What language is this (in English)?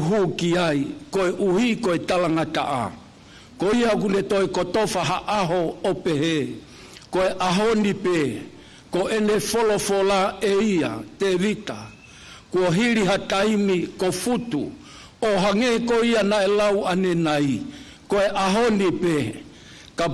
Tongan